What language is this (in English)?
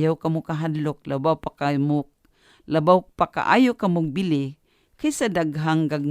Cebuano